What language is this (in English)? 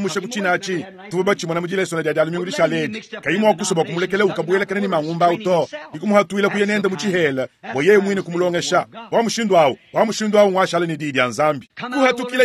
Luba-Lulua